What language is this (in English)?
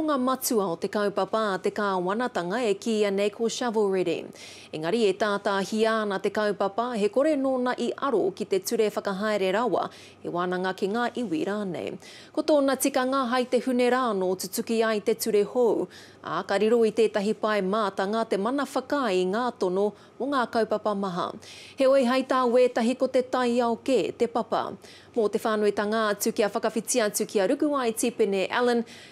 Māori